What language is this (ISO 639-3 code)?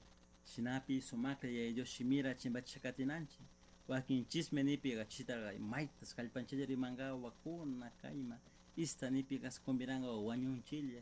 qug